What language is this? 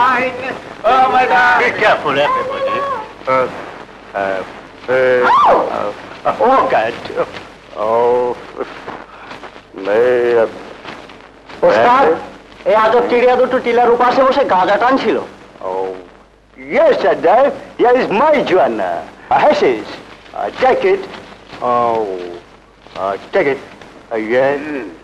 Bangla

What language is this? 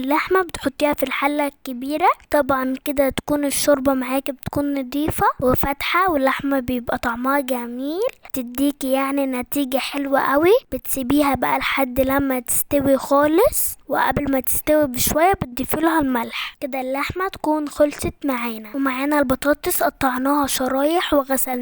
Egyptian Arabic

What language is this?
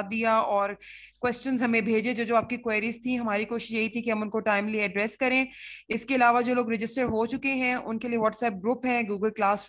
Hindi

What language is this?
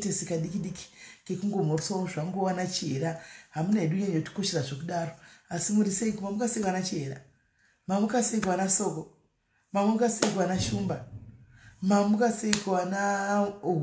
Shona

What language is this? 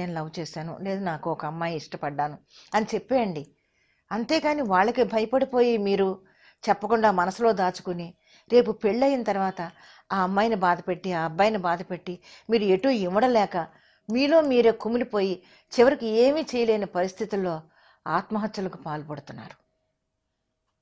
Telugu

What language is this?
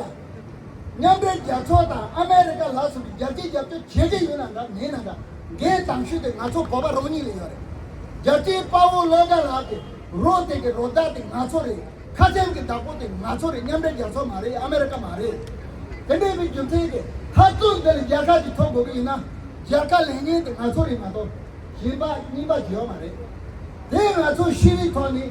Tibetan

